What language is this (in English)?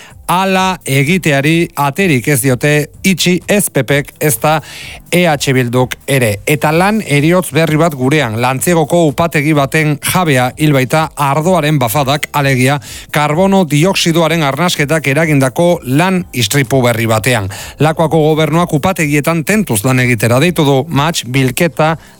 Basque